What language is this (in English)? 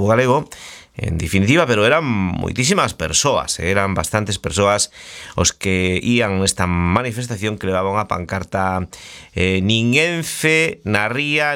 Galician